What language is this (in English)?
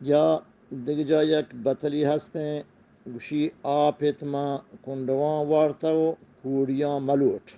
Eastern Balochi